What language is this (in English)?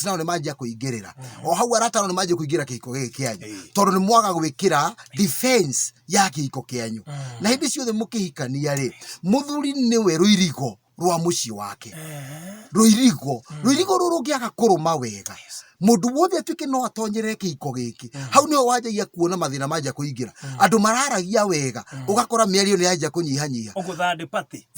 Kikuyu